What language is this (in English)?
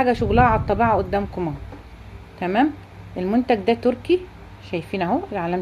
Egyptian Arabic